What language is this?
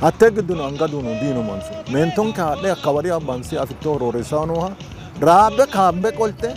Sidamo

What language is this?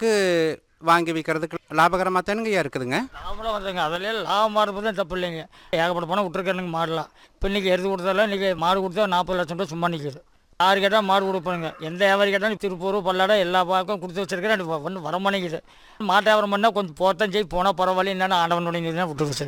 Tamil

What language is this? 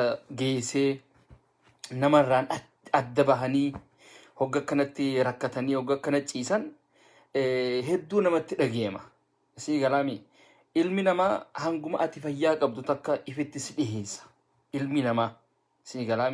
Oromo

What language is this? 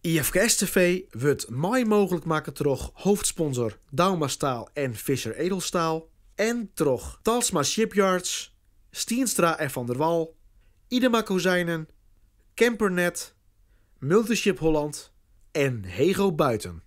Western Frisian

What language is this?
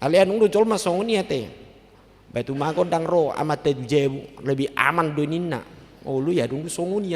Batak Toba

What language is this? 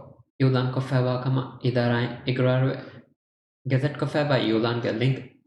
Divehi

